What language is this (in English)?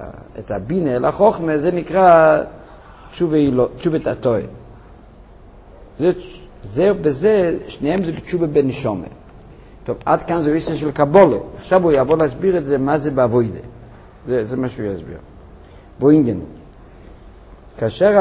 Hebrew